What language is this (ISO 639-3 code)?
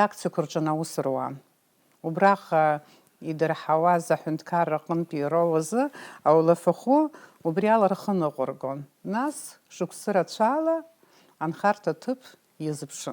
abk